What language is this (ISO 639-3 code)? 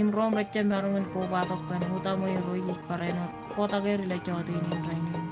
mah